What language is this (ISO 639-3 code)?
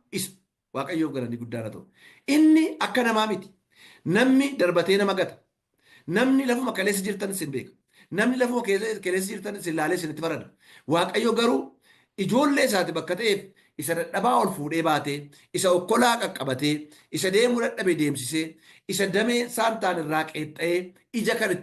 orm